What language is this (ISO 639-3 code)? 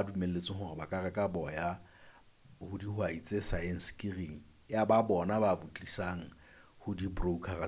sot